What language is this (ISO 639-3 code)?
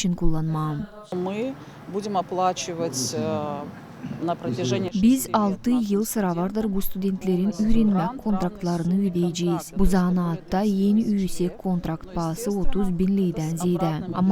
gag